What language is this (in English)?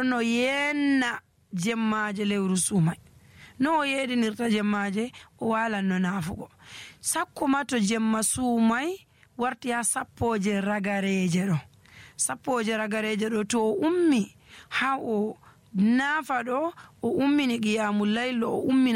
Nigerian Fulfulde